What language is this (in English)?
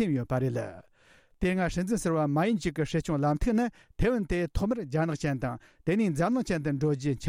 Tibetan